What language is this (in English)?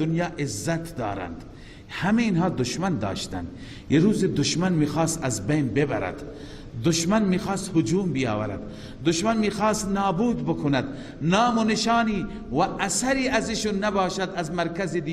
Persian